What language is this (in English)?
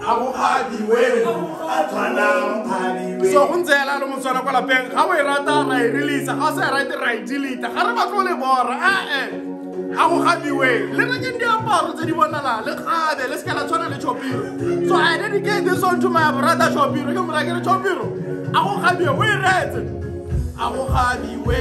Tswana